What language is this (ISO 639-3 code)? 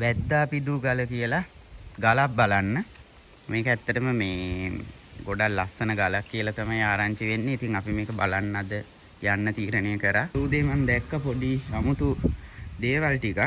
sin